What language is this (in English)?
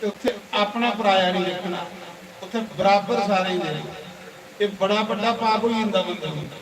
Dogri